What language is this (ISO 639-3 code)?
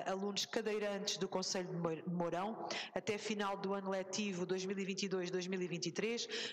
por